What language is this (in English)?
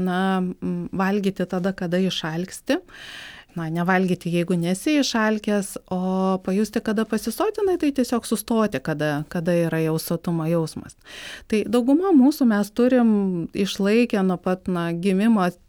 Lithuanian